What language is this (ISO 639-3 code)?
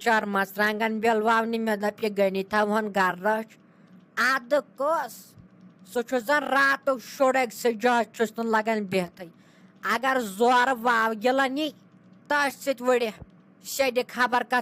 kas